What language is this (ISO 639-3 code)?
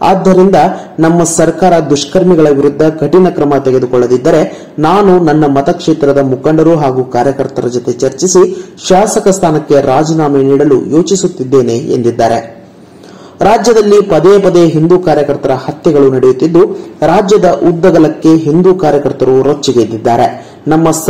kan